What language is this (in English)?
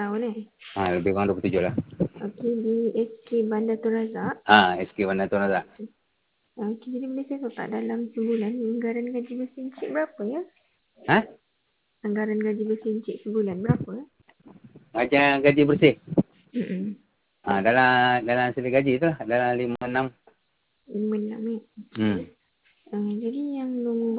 Malay